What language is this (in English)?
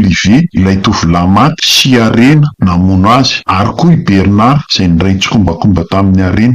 Malagasy